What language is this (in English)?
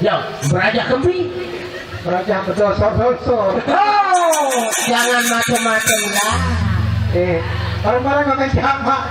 Sasak